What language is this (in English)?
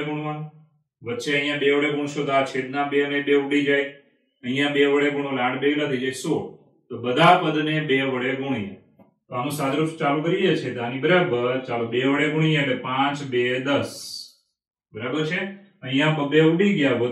Gujarati